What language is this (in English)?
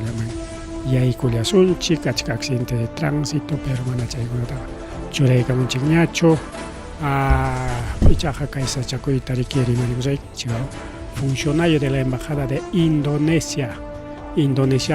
Ayacucho Quechua